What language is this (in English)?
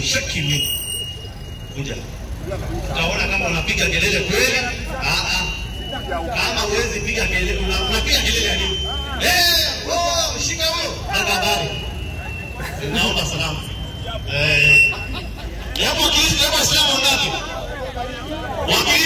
Swahili